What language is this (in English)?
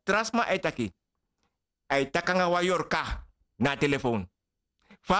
Sranan Tongo